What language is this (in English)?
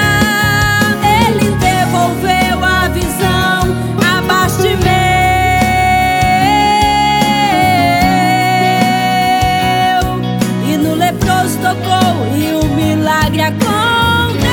Portuguese